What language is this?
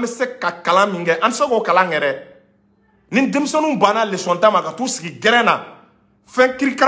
Bambara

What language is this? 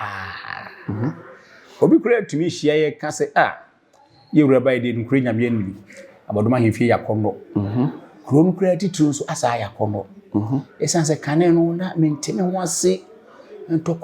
Akan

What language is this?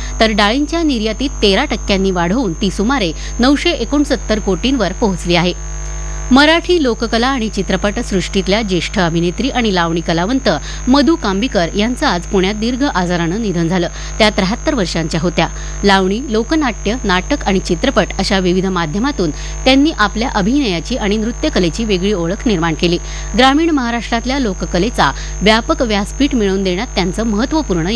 Marathi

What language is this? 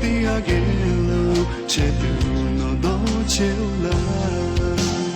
Lahu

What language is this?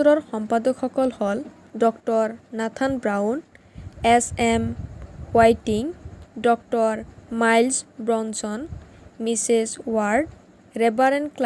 Assamese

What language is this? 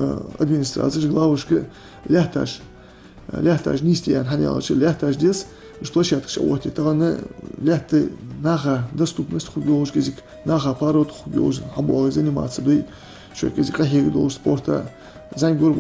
Ingush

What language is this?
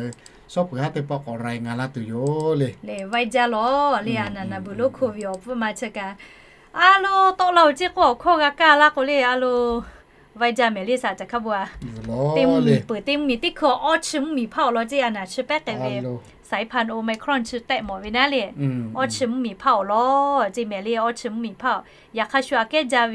Lahu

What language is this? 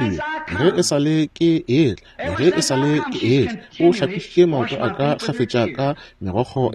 Northern Sotho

